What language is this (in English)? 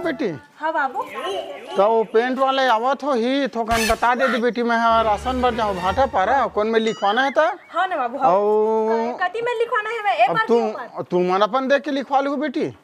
Chhattisgarhi